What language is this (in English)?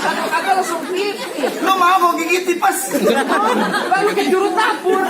Betawi